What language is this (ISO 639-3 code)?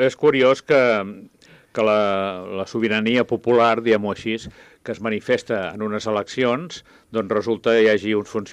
cat